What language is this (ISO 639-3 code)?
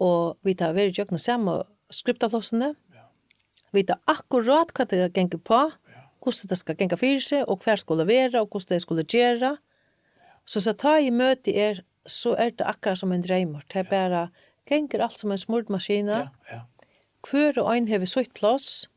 fao